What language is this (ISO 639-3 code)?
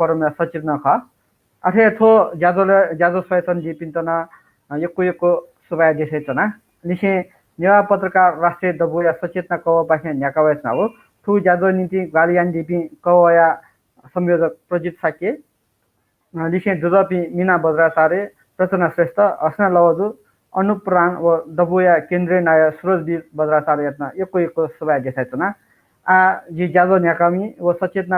new